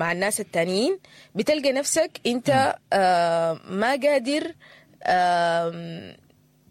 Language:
Sudanese Arabic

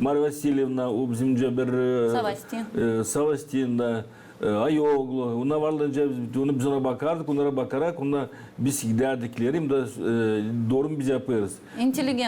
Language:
Gagauz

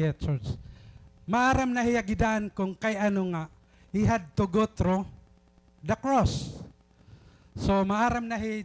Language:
Waray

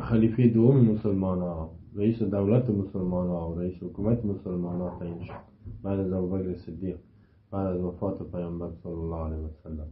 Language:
Persian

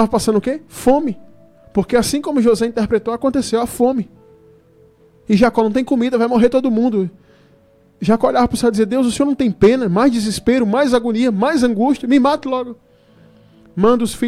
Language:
Portuguese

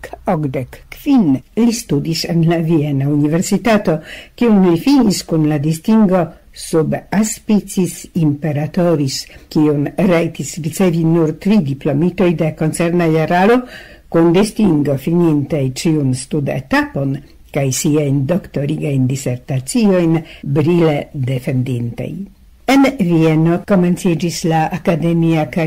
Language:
Esperanto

